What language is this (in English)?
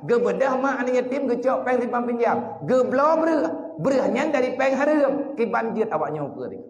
Achinese